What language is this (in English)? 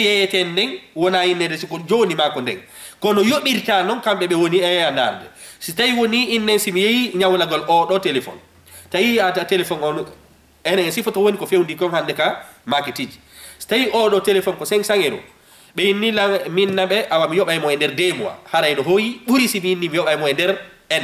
Fula